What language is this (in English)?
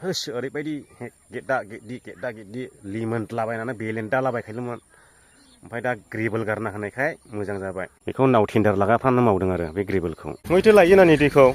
Bodo